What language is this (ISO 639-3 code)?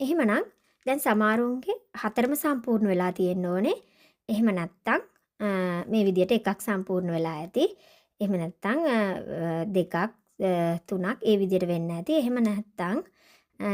sin